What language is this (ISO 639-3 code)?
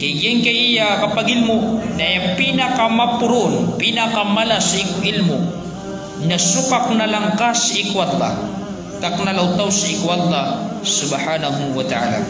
mrw